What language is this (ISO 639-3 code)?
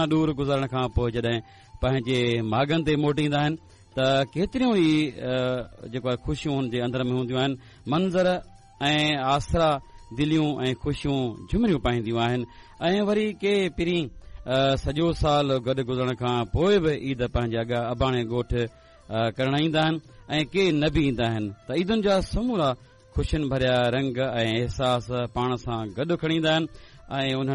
snd